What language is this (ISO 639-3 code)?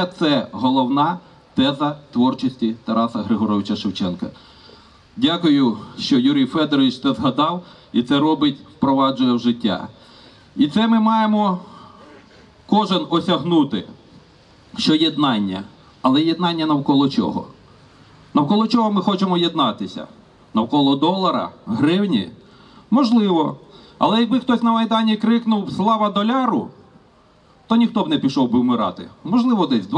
ukr